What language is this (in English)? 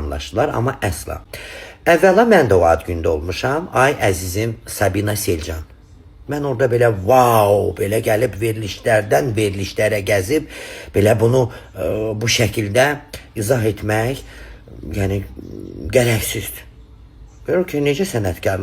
Azerbaijani